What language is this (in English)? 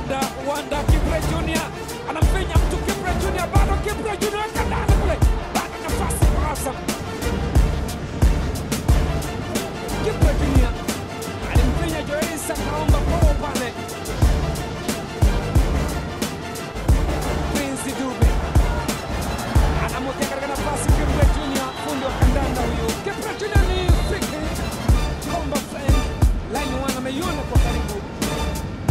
Swahili